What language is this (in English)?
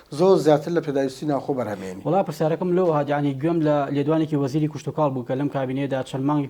Central Kurdish